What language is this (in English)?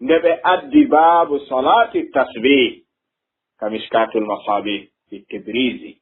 Fula